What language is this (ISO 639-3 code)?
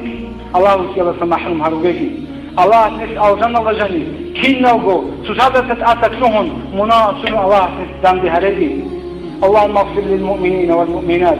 ava